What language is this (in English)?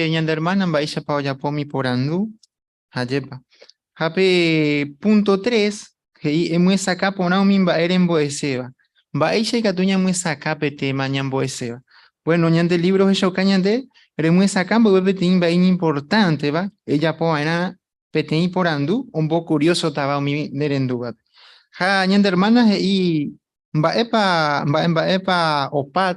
Guarani